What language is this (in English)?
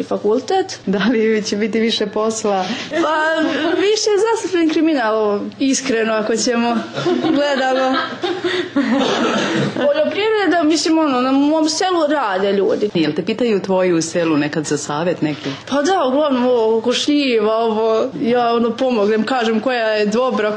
Bosnian